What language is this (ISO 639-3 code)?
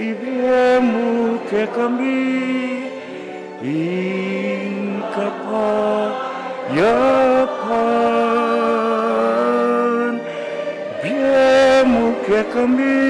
pam